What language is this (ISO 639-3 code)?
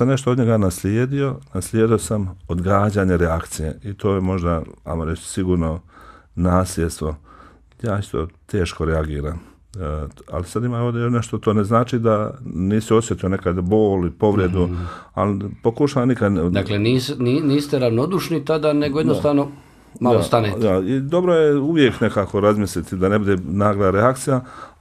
bos